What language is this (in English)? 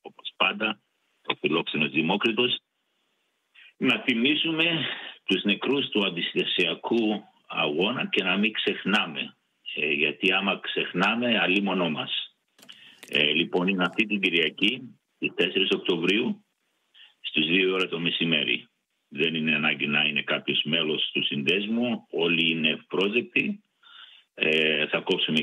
Greek